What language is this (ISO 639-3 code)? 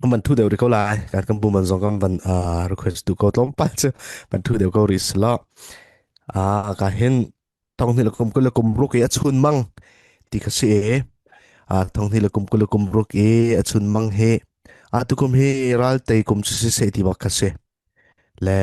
cfm